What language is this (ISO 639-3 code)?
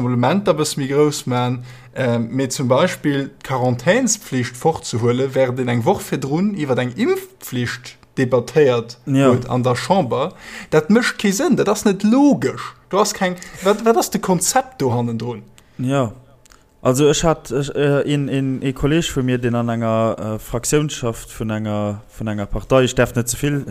ltz